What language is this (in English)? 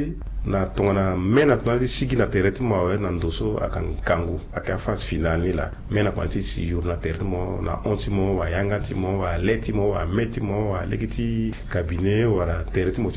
Sango